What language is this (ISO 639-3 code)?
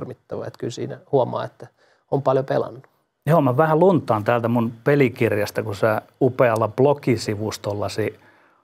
fin